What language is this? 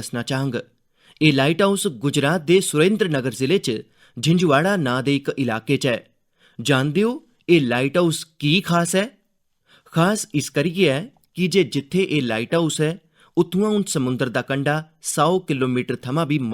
Dogri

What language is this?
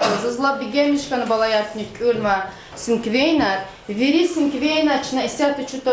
Lezghian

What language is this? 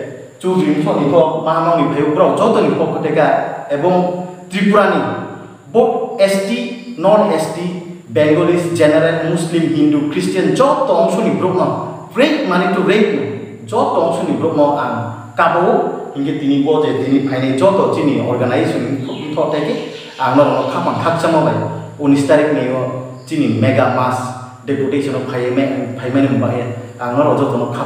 Riang (India)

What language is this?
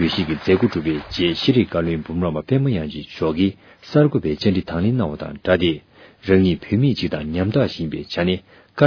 Tibetan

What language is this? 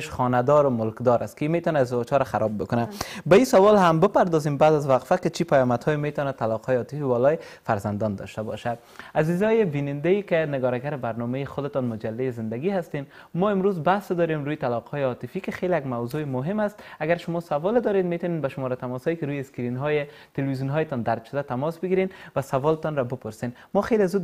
Persian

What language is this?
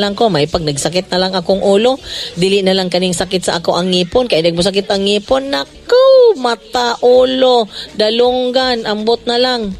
Cebuano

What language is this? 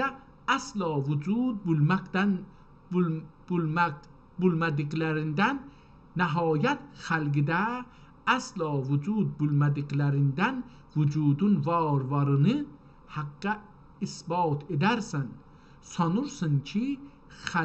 South Azerbaijani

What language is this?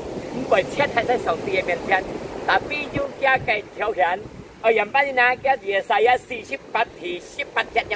Hakka Chinese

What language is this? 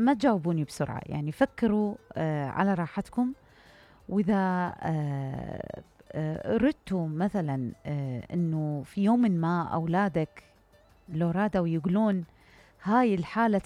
Mesopotamian Arabic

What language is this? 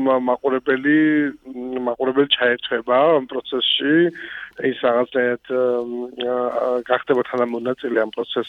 Georgian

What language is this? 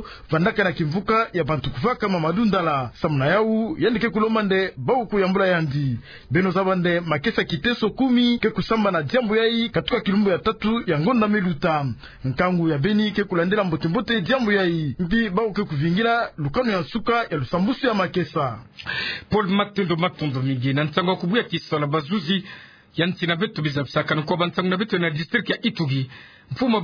Kituba (Democratic Republic of Congo)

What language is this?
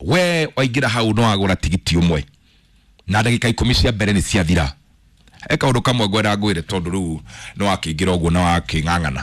Kikuyu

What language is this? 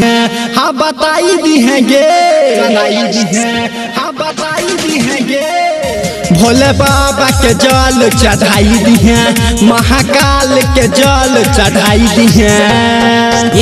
Bhojpuri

